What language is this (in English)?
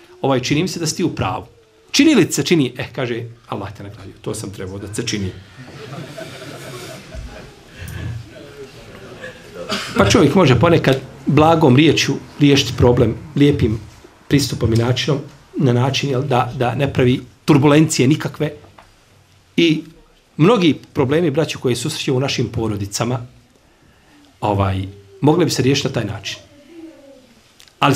Bosnian